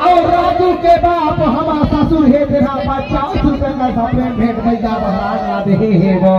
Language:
Chhattisgarhi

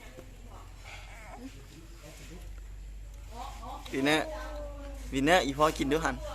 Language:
Lao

